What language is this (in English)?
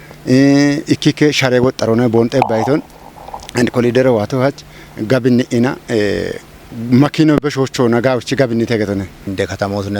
Kafa